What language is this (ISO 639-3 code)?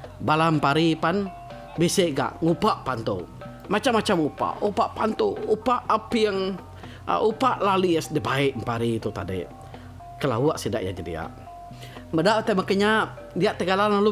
iba